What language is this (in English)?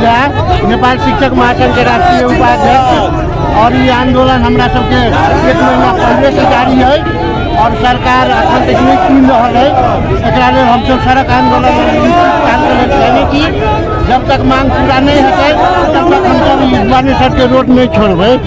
Nepali